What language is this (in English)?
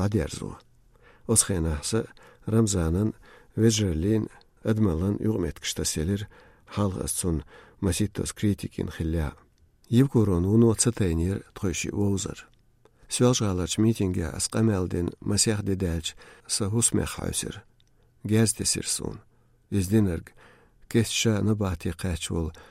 Chechen